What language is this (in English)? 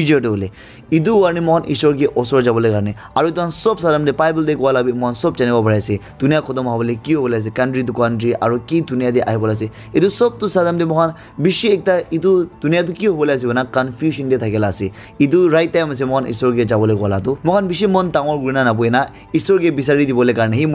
Naga Pidgin